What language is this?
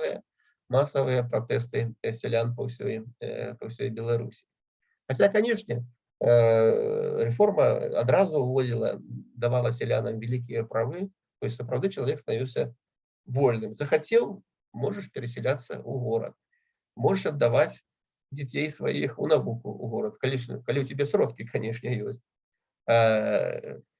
Belarusian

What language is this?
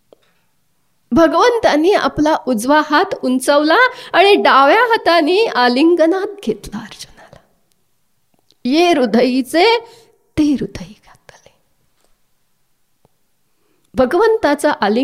Marathi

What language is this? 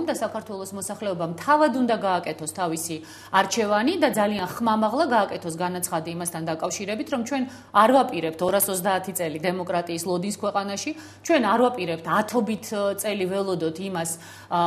Georgian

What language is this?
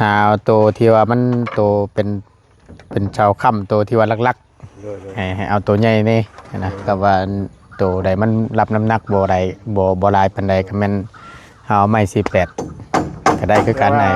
Northeastern Thai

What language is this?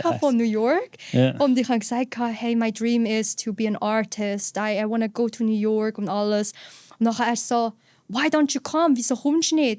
Swiss German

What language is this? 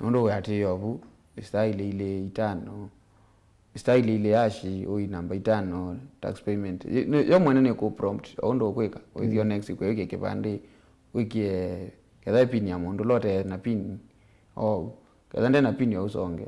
Kamba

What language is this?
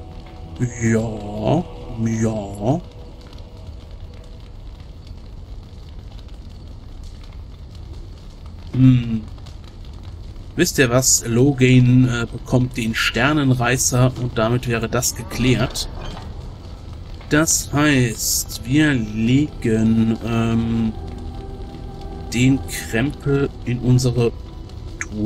German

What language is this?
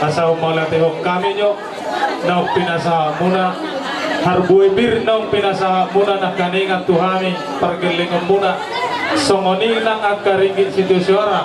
Batak Toba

